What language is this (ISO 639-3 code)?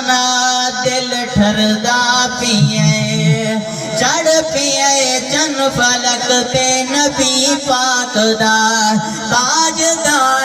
skr